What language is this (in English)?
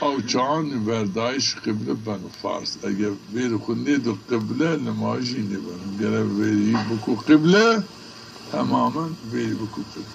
Zaza